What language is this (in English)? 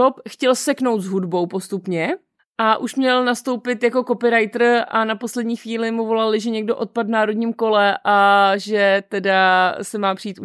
Czech